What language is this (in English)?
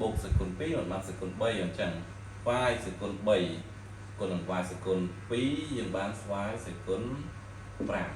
Khmer